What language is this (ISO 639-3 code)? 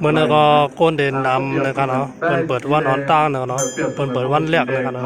shn